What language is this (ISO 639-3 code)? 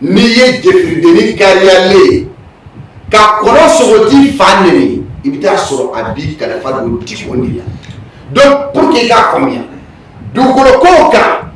bam